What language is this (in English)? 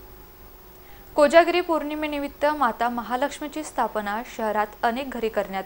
Marathi